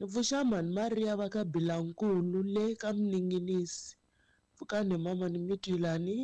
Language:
Tsonga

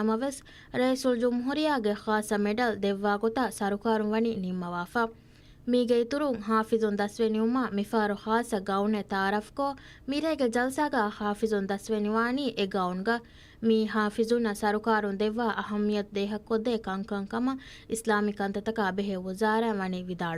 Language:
Divehi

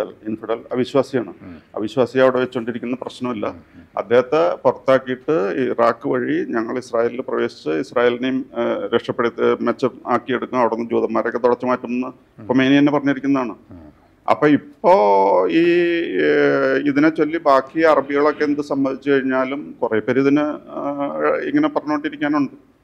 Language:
Malayalam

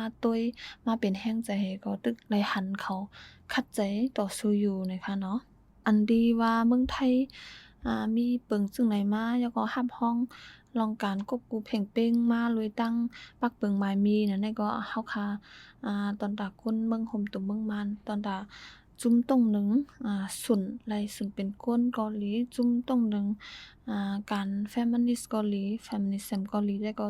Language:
Shan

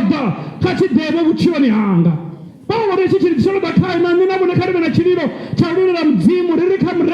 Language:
Venda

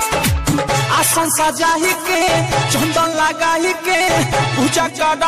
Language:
Bhojpuri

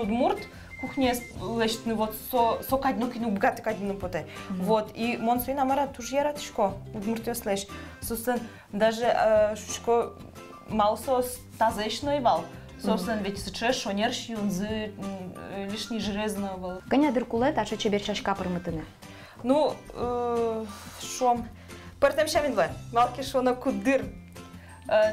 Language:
Udmurt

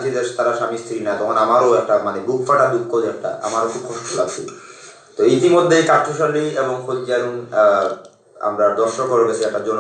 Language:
Sylheti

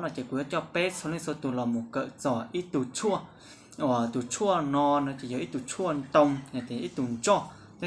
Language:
Hmong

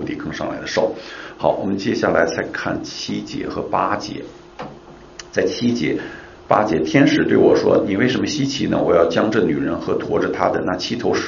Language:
Chinese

